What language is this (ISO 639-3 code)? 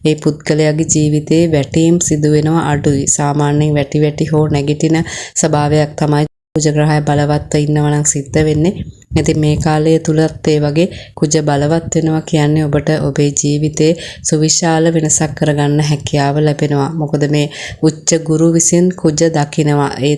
sin